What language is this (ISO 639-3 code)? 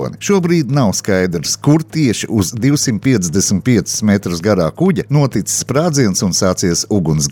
lav